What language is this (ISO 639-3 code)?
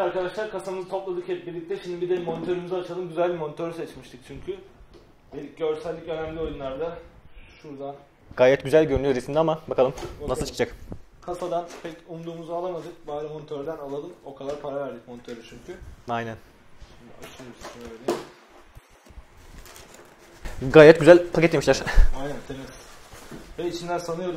tur